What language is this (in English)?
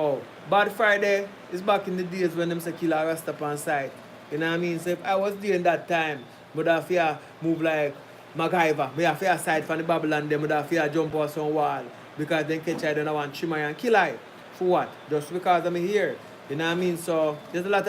Jamaican Creole English